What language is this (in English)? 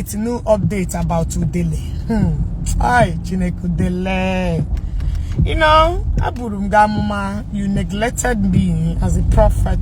Igbo